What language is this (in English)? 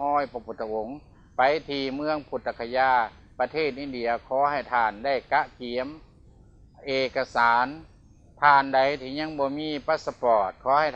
Lao